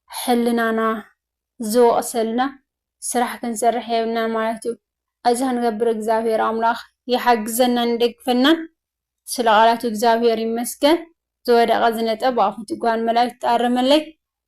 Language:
Tigrinya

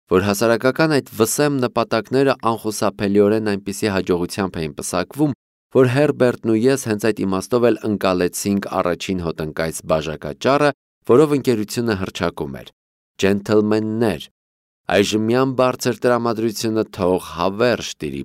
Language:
Armenian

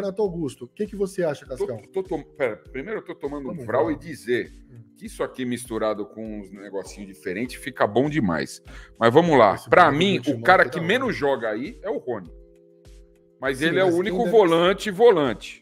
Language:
Portuguese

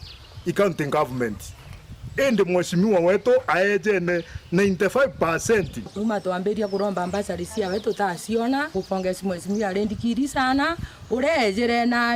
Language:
Meru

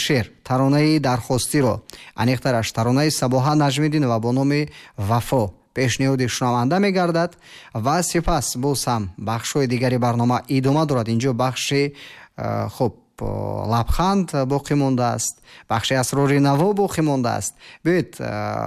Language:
Tajik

